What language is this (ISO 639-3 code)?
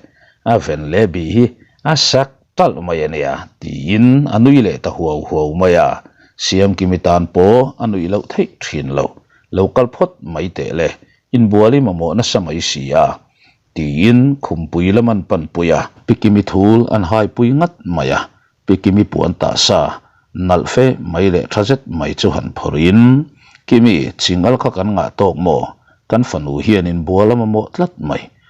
lus